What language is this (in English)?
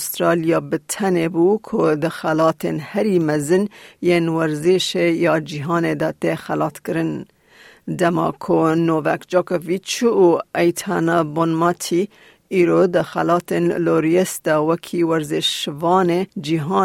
Kurdish